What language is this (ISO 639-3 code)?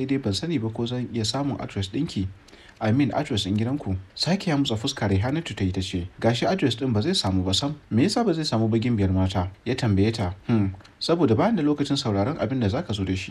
hau